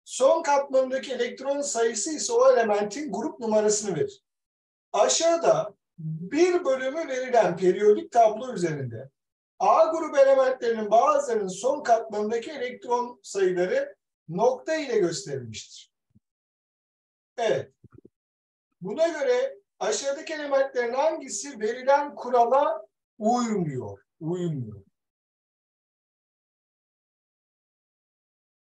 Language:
Turkish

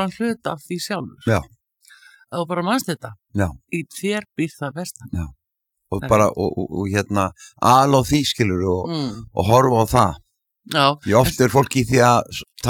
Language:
Icelandic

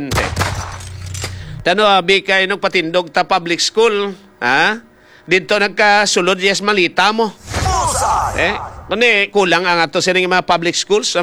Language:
Hiligaynon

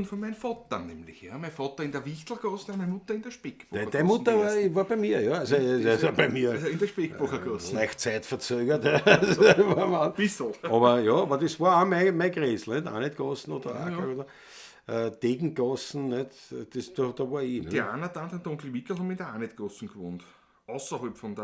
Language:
Bavarian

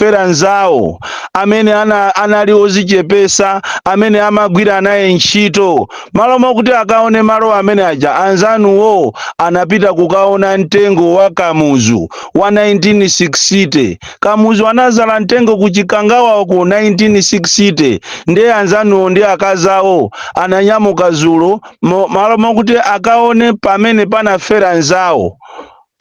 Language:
Nyanja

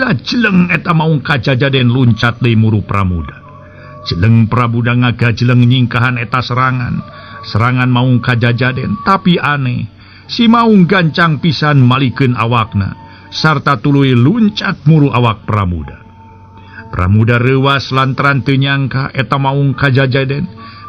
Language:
Sundanese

